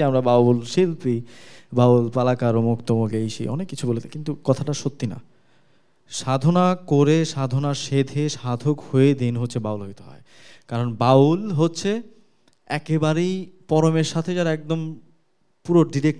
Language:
Bangla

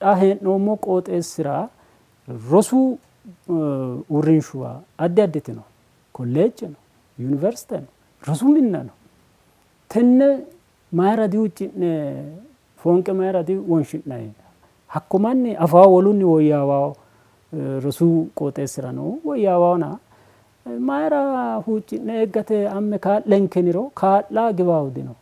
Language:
Sidamo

